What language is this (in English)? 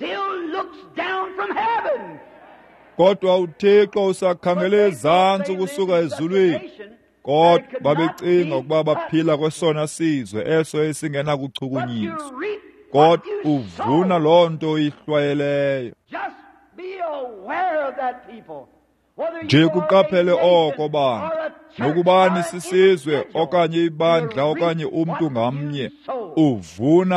Xhosa